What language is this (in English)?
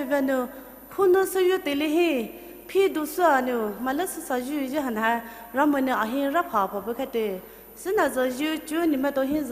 Poumei Naga